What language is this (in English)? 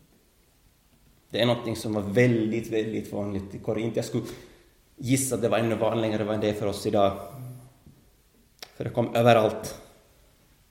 Swedish